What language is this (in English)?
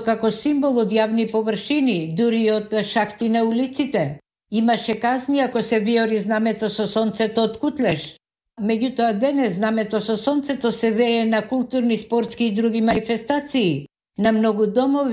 Macedonian